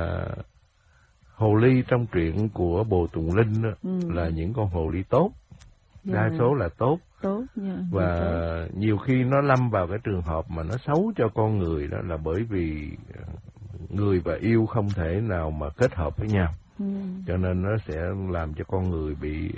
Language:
Vietnamese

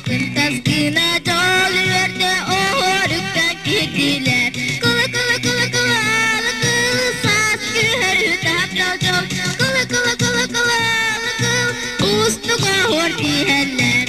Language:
Yakut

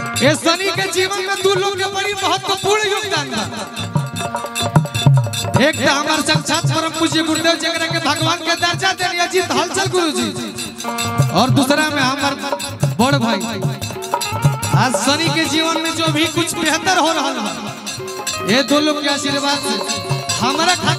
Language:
Bhojpuri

